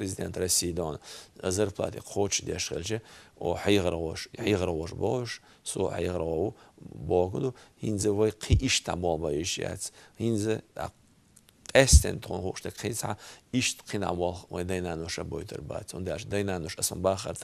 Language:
Chechen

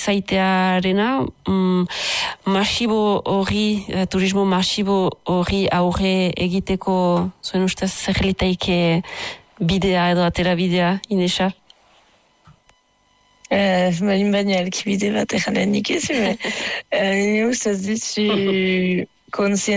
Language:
Basque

